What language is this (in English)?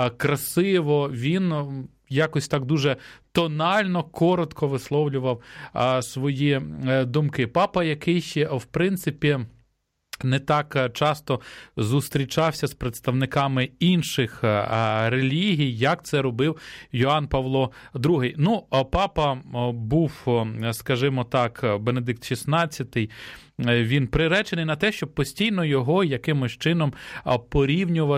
Ukrainian